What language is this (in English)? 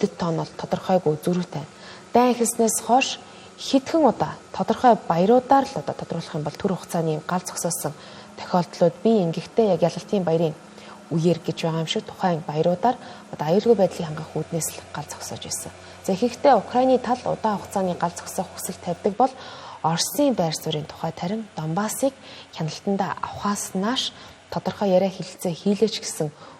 Mongolian